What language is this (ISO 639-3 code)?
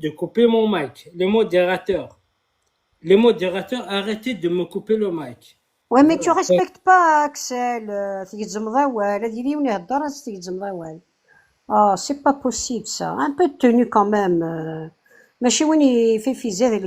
kab